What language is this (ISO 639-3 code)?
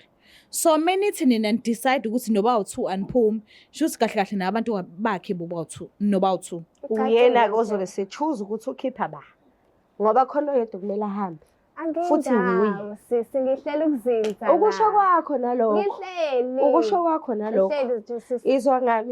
zul